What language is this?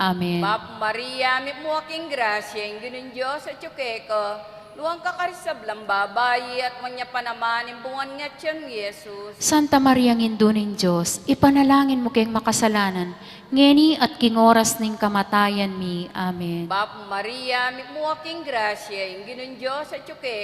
Pampanga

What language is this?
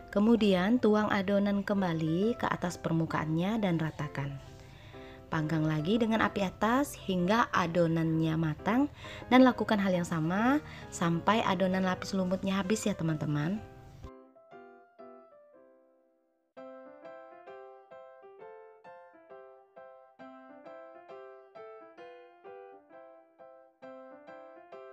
Indonesian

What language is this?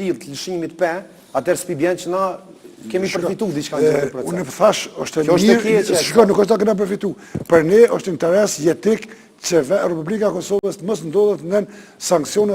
Albanian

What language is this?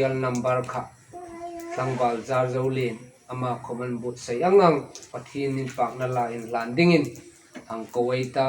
Hmar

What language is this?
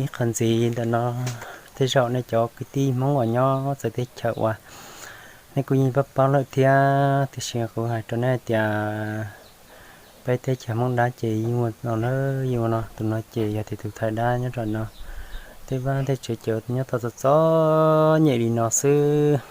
Hmong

